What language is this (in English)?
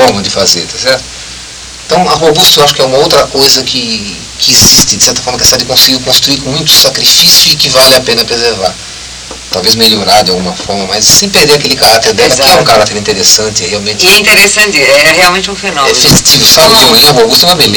Portuguese